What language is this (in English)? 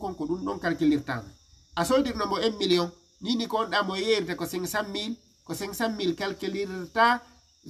Fula